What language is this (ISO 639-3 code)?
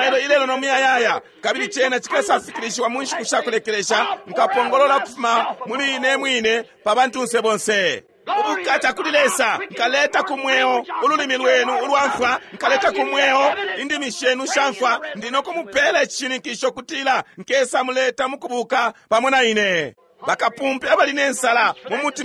bem